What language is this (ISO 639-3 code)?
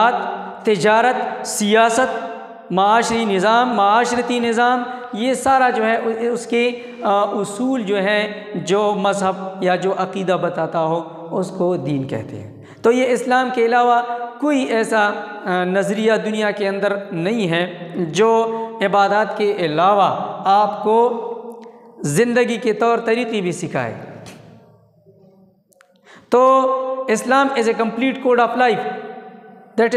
urd